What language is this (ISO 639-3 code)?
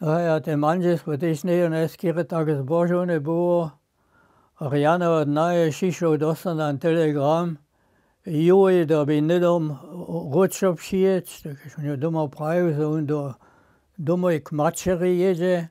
hsb